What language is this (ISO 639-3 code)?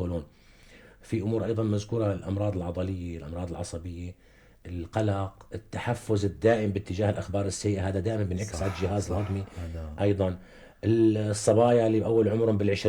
apc